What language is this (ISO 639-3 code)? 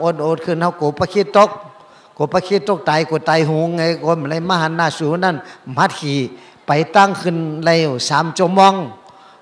shn